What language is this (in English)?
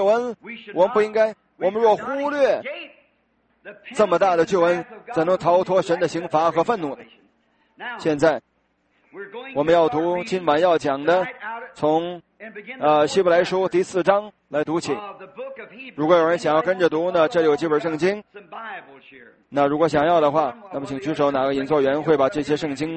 Chinese